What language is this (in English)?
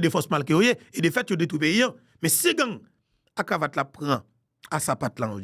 Haitian Creole